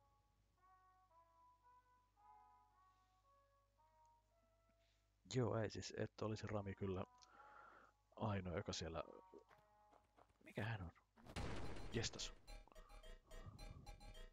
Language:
Finnish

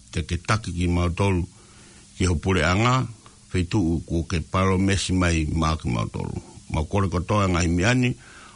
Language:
Tongan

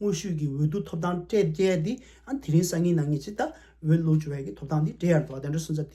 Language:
Tibetan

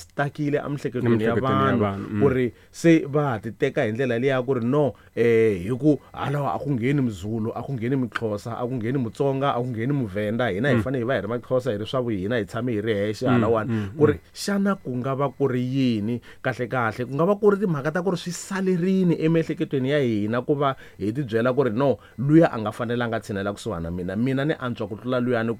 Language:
Tsonga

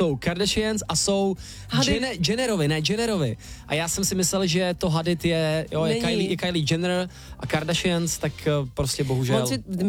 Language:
Czech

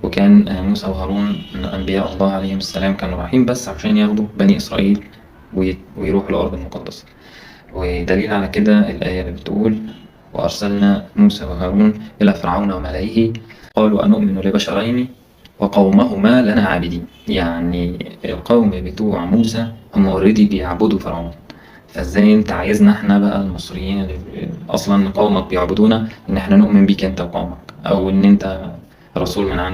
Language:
Egyptian Arabic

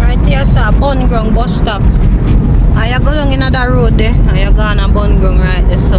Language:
Jamaican Creole English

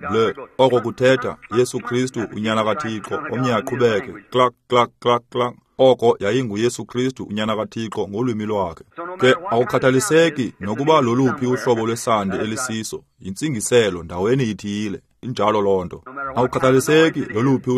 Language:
Xhosa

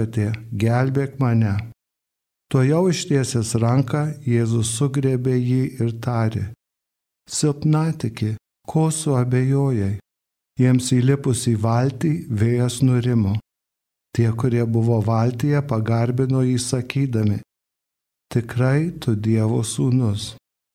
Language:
Lithuanian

